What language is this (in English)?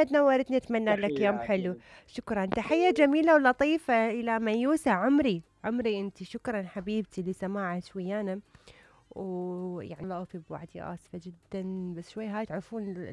Mesopotamian Arabic